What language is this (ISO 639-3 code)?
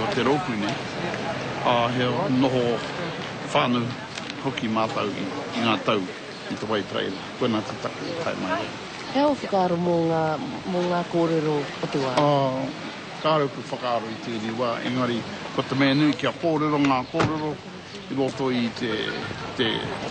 mri